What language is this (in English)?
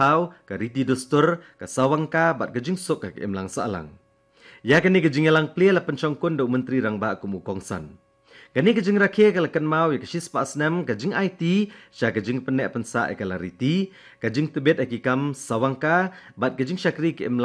Khasi